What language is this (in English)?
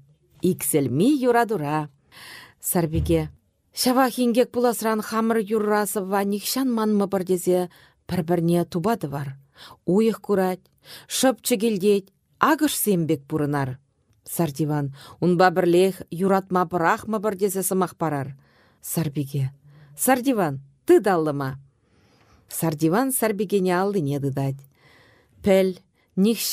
Chuvash